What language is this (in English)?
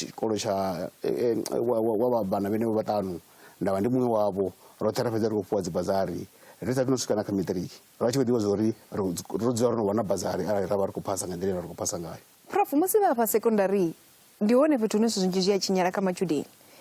Venda